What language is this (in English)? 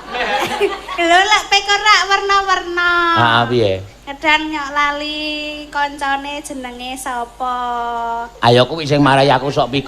Javanese